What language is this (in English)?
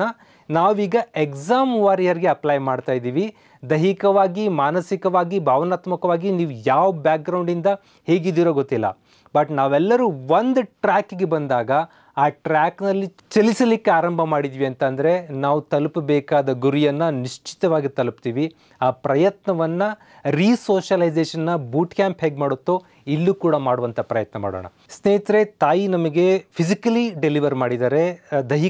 Kannada